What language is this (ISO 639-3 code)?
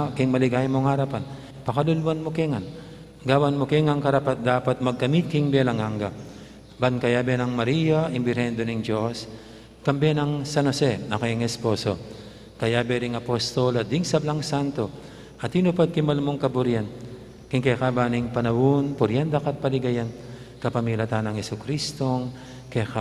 pam